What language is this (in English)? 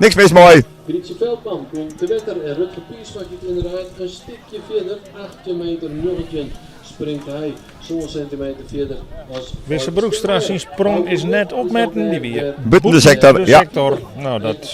Western Frisian